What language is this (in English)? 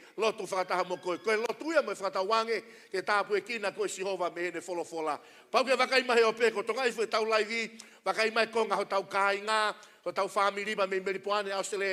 Tongan